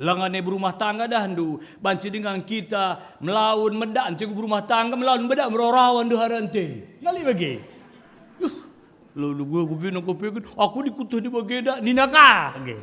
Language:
Batak Karo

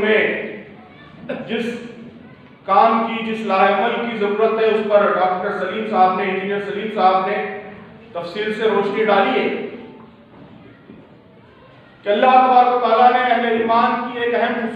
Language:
Urdu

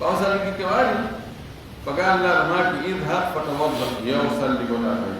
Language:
Fula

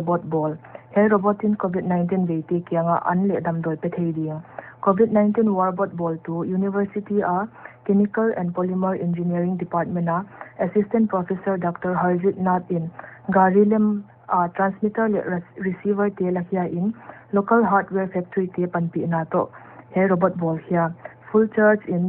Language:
Paite Chin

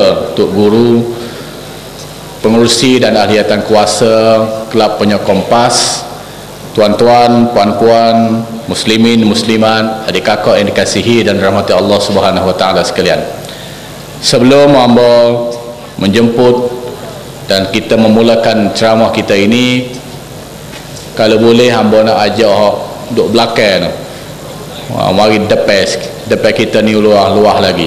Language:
Malay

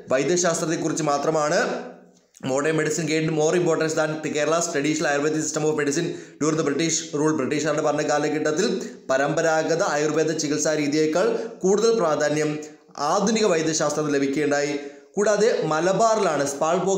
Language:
Malayalam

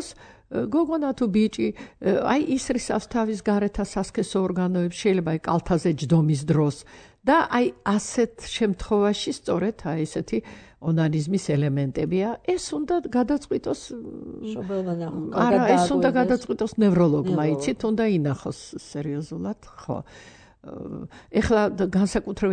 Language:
Georgian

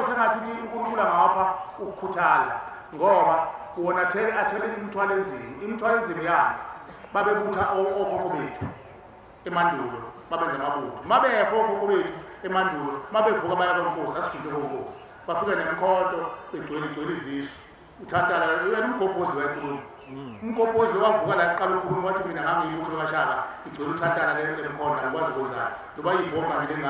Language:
Zulu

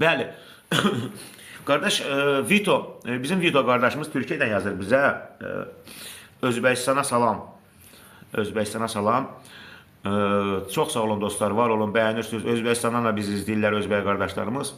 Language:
Azerbaijani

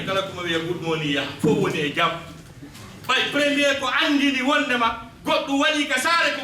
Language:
Fula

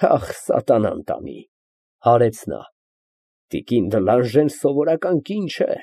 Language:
Armenian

